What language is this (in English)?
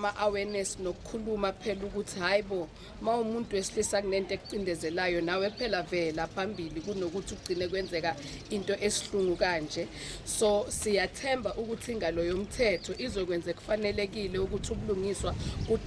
Zulu